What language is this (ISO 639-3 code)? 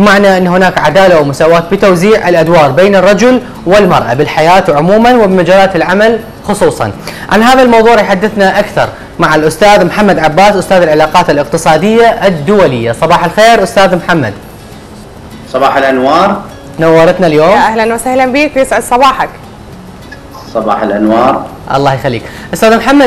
acm